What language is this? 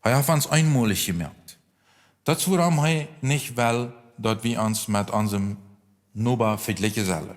Plautdietsch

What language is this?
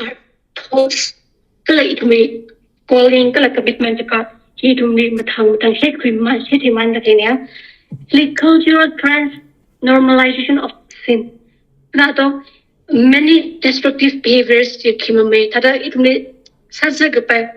Tangkhul Naga (India)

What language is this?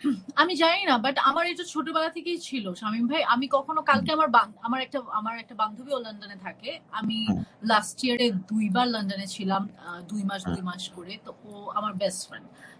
Bangla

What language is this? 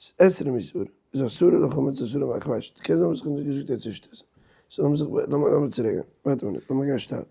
Yiddish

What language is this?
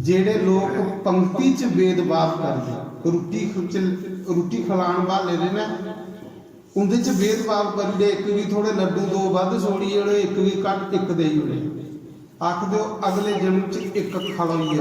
Dogri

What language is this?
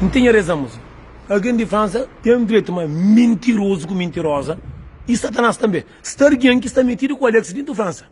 Kabuverdianu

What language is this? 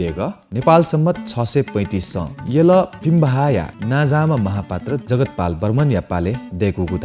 Newari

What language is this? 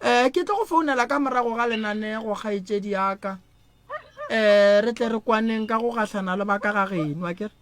Northern Sotho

